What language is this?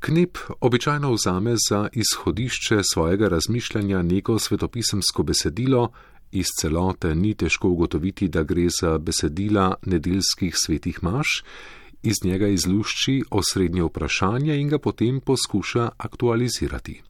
Slovenian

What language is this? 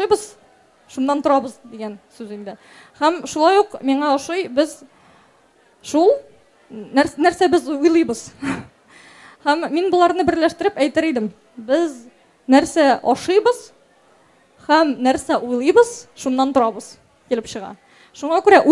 Tatar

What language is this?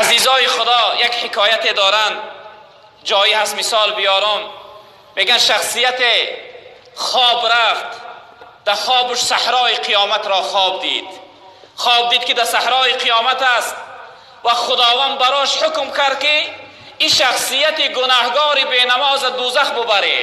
Tajik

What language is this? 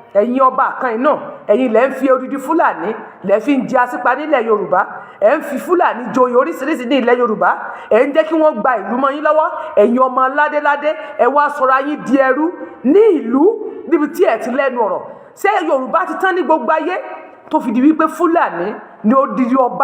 Yoruba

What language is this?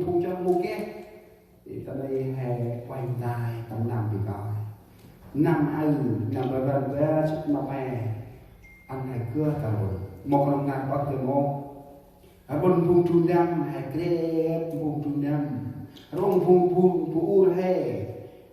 Central Mnong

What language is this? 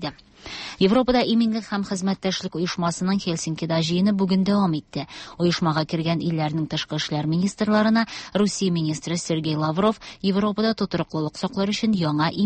Tatar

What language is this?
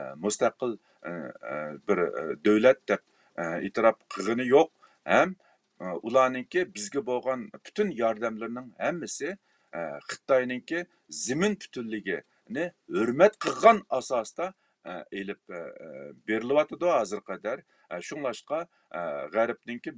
Uyghur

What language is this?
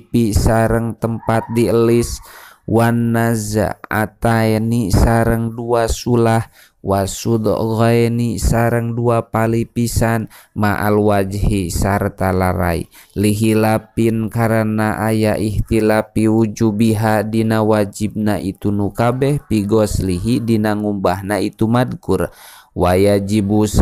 Sundanese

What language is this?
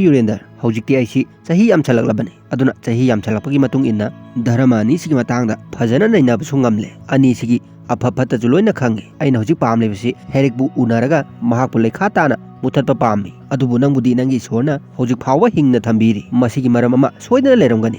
Manipuri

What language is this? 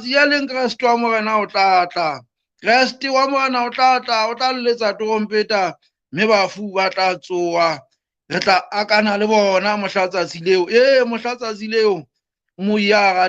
Southern Sotho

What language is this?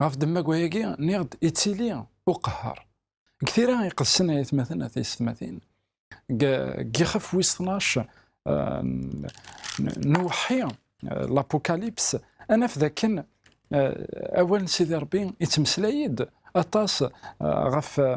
Kabyle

